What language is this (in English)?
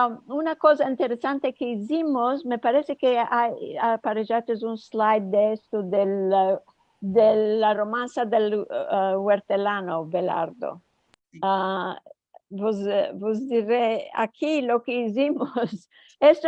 Ladino